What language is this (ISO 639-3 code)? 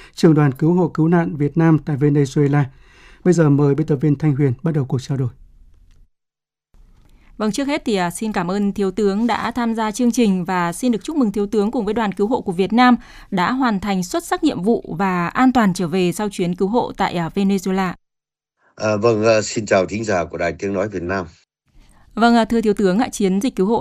vie